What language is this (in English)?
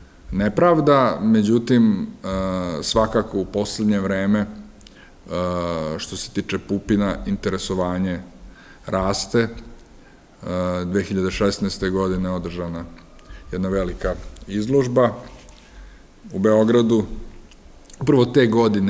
Serbian